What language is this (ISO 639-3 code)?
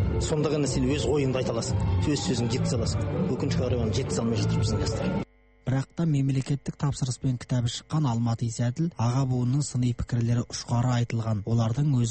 kaz